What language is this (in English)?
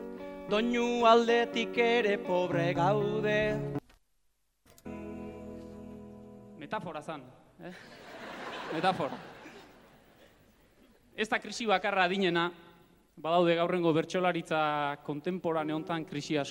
Basque